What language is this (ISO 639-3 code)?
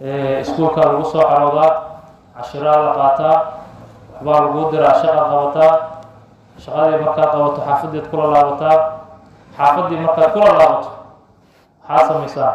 som